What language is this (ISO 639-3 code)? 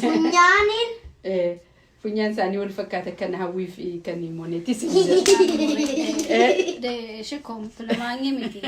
orm